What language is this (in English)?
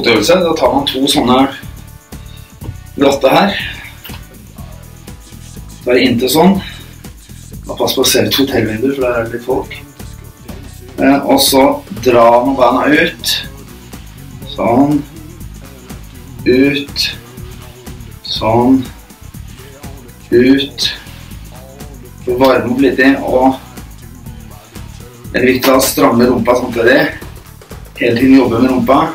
Norwegian